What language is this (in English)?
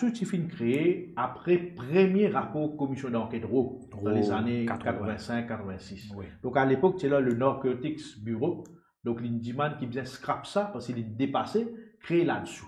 Morisyen